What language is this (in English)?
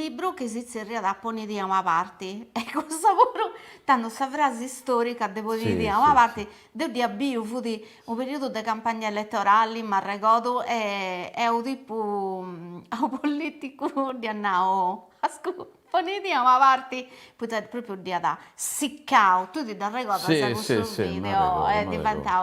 Sardinian